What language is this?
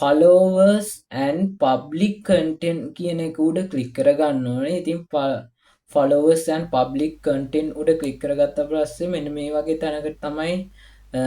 Sinhala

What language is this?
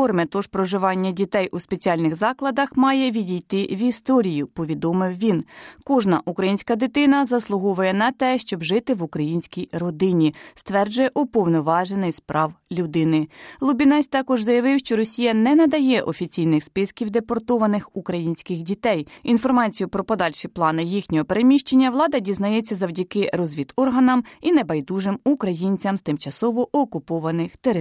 Ukrainian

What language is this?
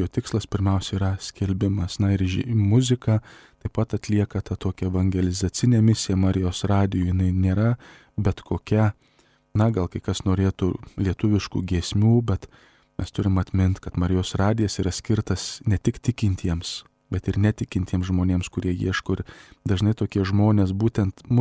Lithuanian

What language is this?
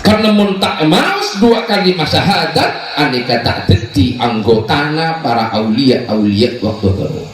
Madurese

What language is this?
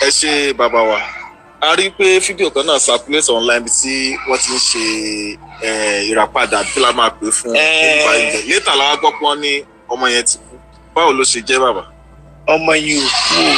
Yoruba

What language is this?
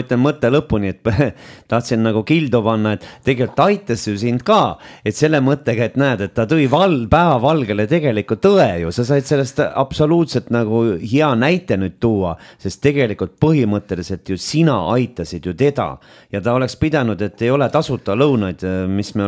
Estonian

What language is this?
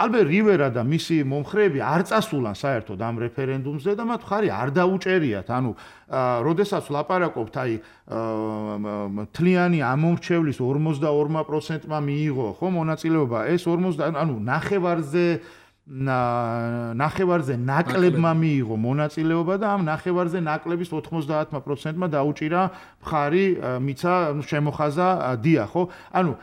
Georgian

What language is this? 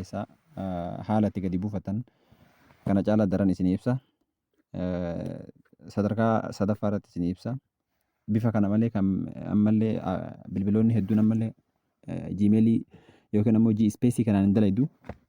Oromo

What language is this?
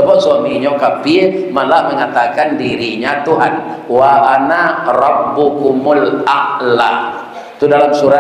Minangkabau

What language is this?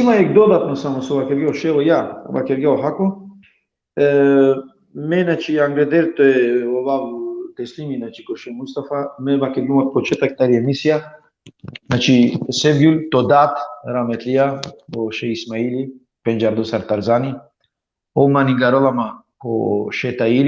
Balkan Romani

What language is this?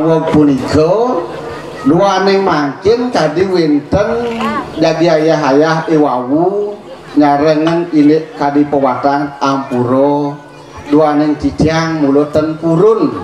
Balinese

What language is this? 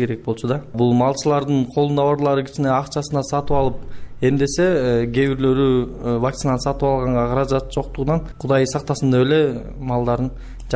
Kyrgyz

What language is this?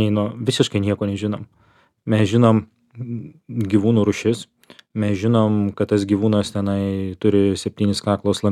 Lithuanian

